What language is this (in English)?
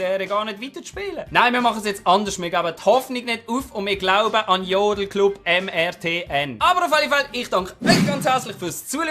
Swiss German